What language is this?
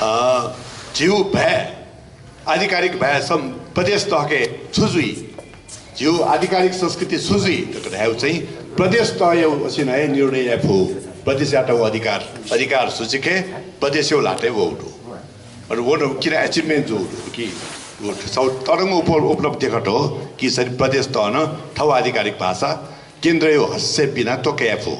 Newari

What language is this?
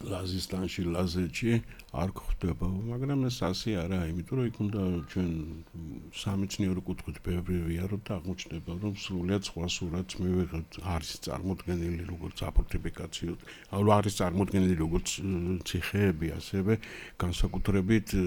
Georgian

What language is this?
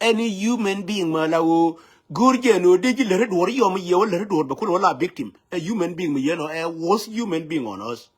Nuer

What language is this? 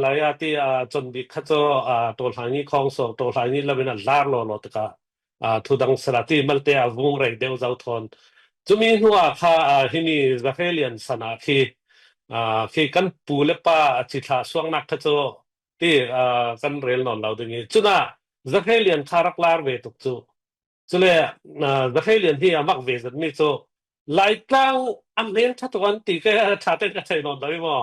Falam Chin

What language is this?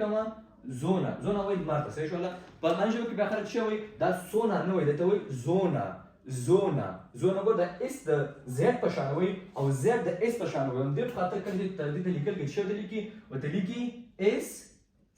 Pashto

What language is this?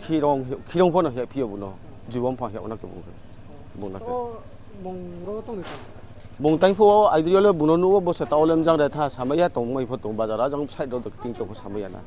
Riang (India)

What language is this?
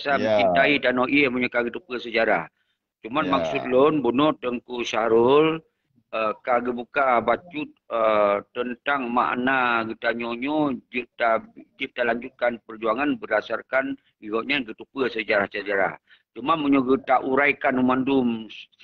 Achinese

